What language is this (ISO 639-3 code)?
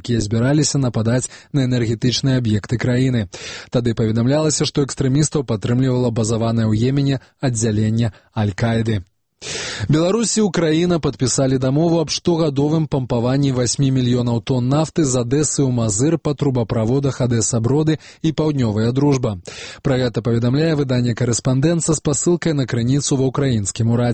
bel